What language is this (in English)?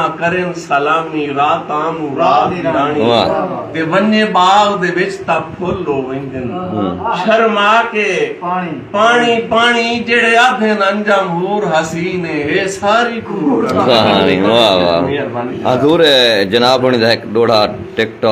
Saraiki